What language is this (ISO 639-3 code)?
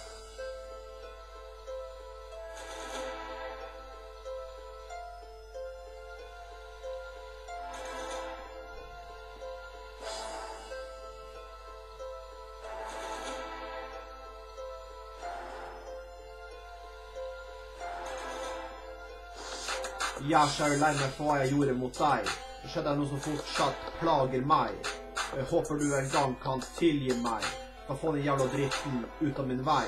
nor